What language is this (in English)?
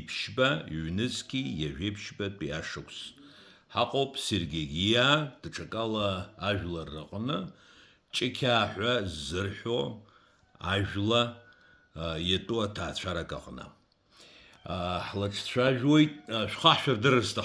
Abkhazian